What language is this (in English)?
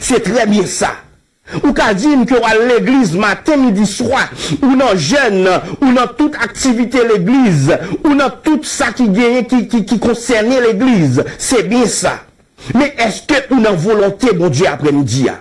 Haitian Creole